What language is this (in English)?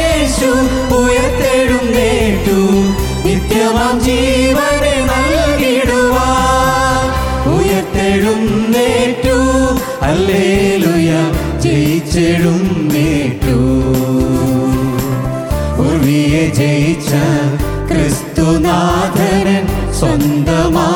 Malayalam